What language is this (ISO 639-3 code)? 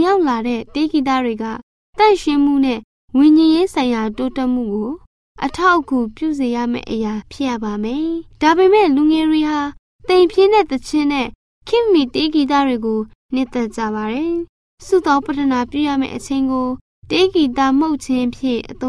mya